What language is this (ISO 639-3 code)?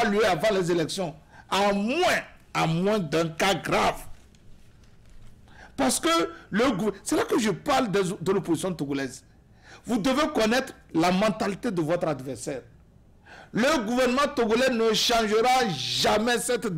fra